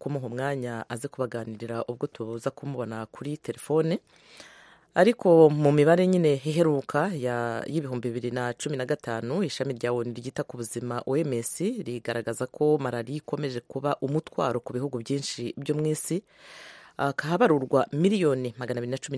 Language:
Kinyarwanda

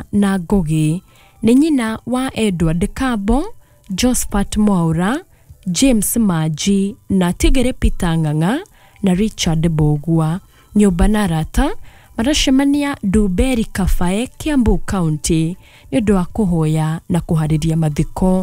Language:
Kikuyu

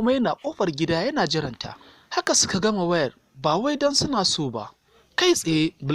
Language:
Hausa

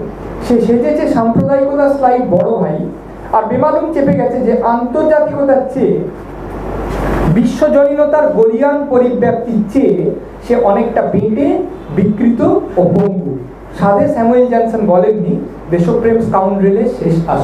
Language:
Bangla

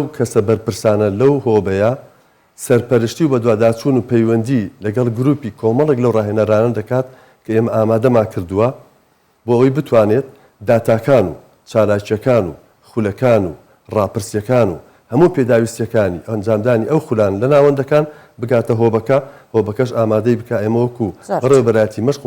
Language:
Central Kurdish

